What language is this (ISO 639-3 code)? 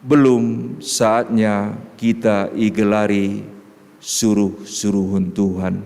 btx